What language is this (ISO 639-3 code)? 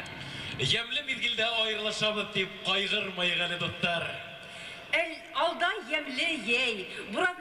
bak